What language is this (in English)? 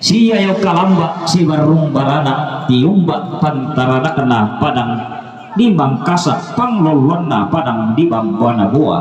Toraja-Sa'dan